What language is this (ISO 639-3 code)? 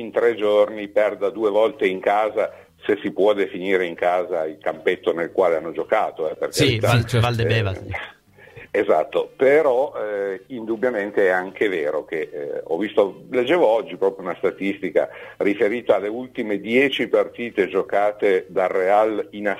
ita